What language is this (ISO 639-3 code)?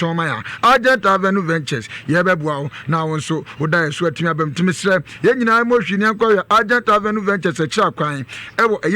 aka